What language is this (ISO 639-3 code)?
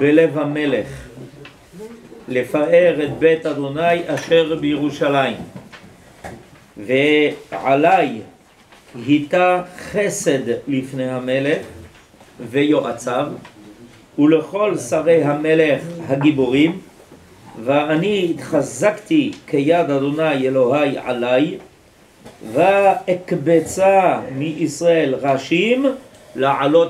heb